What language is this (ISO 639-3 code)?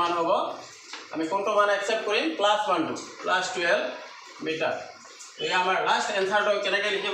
asm